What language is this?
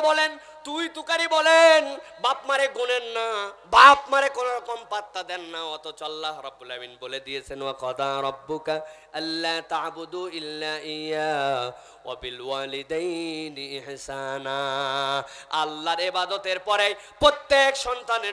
Bangla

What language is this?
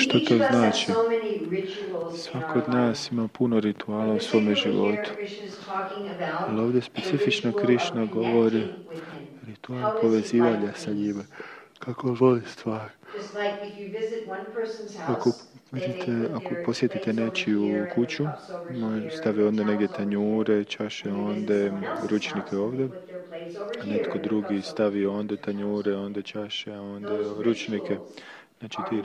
Croatian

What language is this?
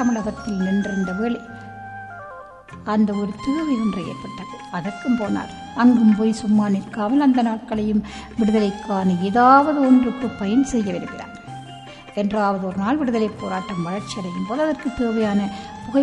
Tamil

